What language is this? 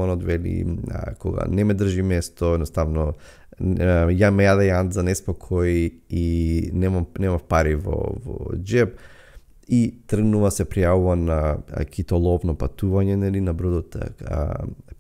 Macedonian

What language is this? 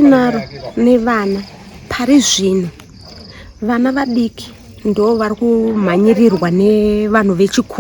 Shona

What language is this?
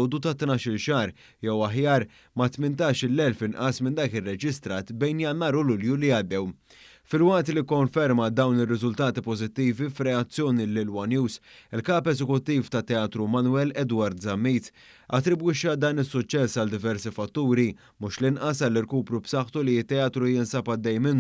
Maltese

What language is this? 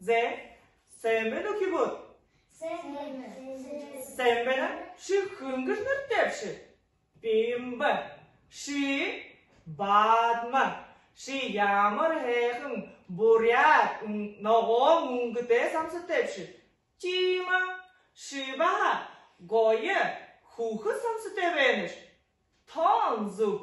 Buriat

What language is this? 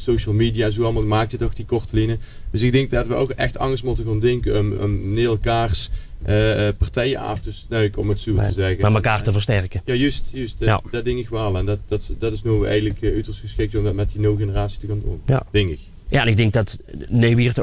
Limburgish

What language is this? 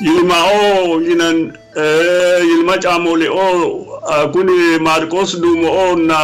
Sidamo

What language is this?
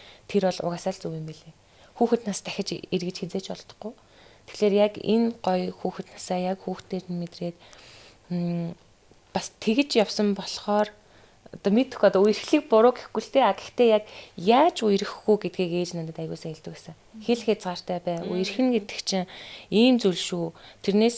Mongolian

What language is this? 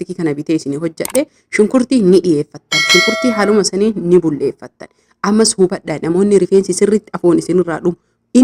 Oromo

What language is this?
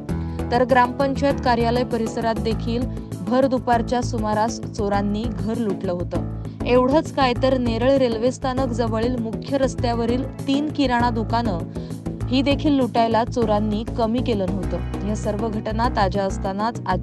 Marathi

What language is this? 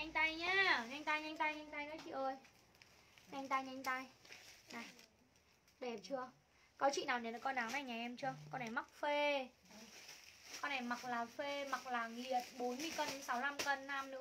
Vietnamese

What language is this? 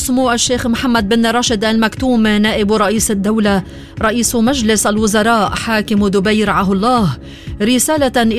Arabic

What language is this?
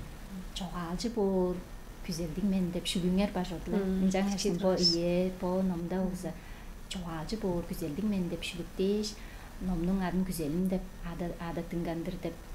Tuvinian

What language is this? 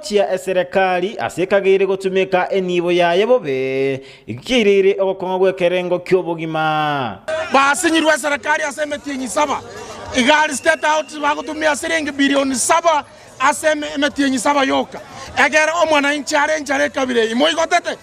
Gusii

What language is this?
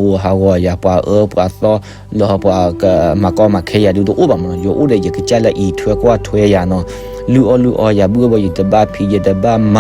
S'gaw Karen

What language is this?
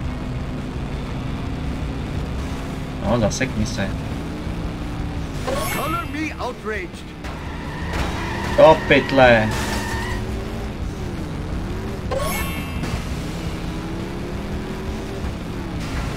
Czech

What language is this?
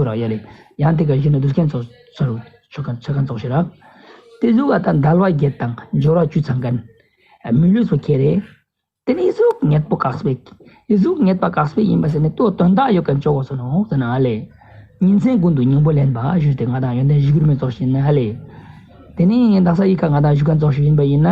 Ladakhi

